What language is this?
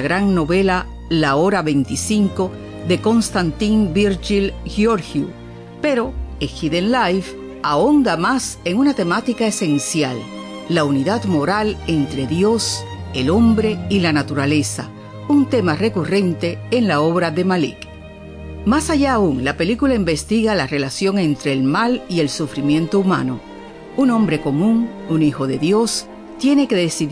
Spanish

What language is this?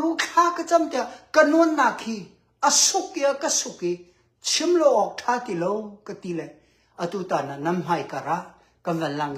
Hakha Chin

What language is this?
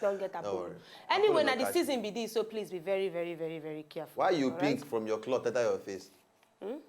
Nigerian Pidgin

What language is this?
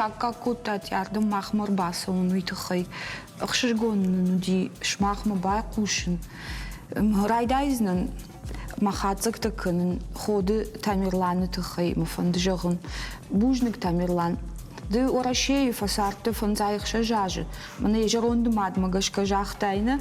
Ossetic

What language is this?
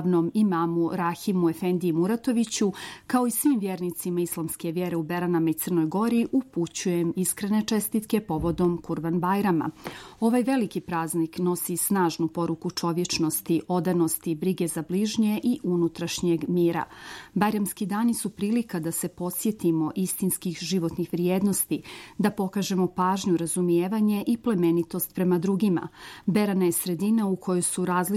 Serbian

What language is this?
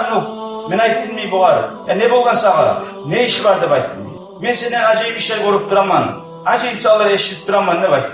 Kumyk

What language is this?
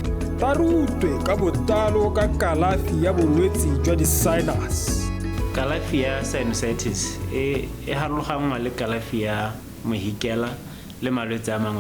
Tswana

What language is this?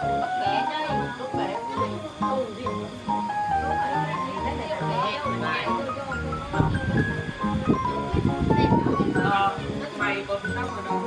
Vietnamese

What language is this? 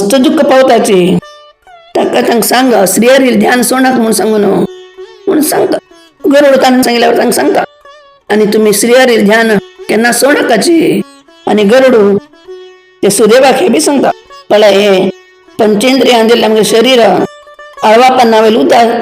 Konkani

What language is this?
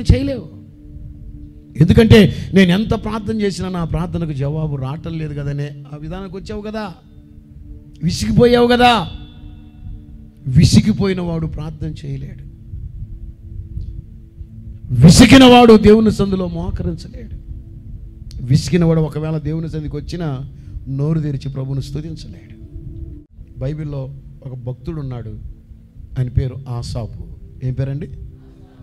Telugu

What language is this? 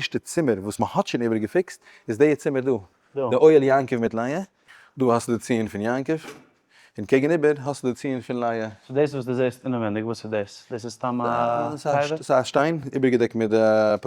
Yiddish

